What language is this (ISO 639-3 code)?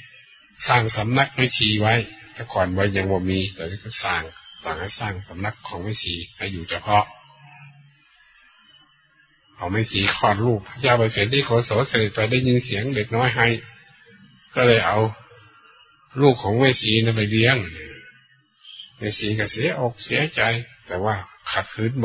tha